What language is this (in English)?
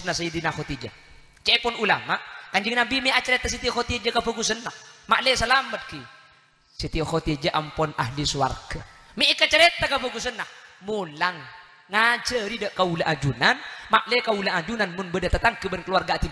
Madurese